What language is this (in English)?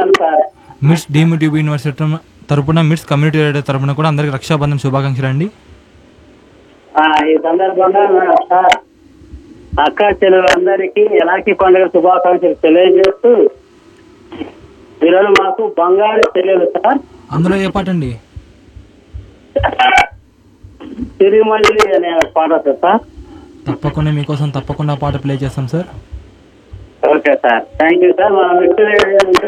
Telugu